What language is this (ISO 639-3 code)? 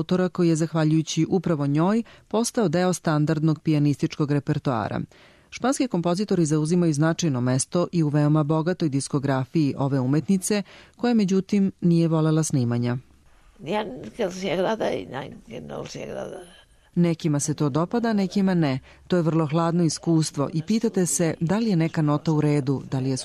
srp